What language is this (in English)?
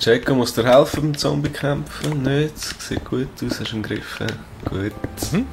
Swiss German